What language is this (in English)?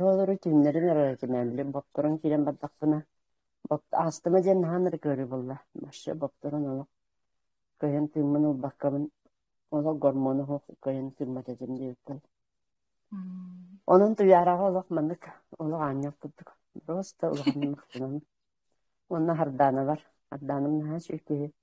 Yakut